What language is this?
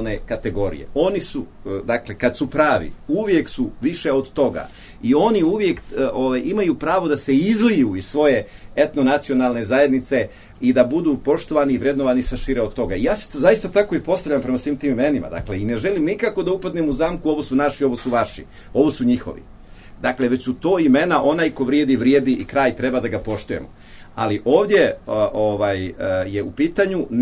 Serbian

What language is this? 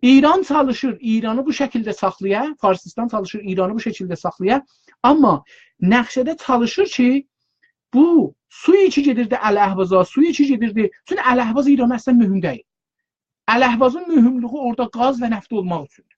South Azerbaijani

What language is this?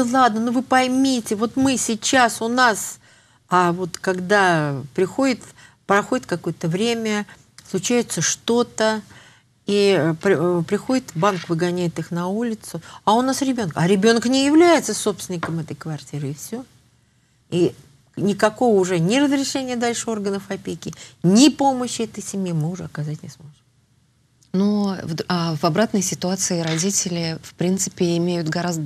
Russian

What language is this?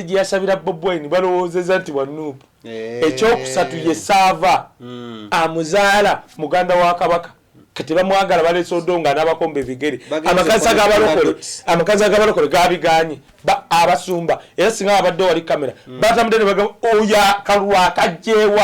Ganda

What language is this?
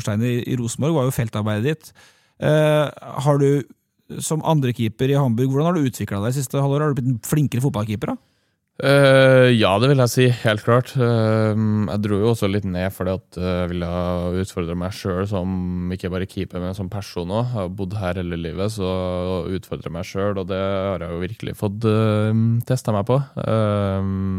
Norwegian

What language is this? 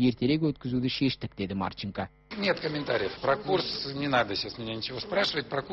Kazakh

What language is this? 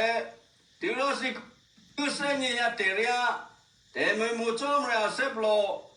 Eastern Kayah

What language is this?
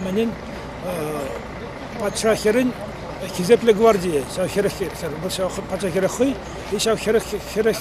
Chuvash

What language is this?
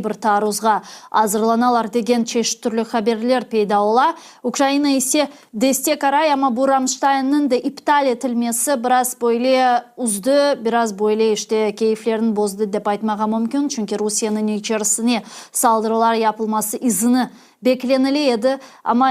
Crimean Tatar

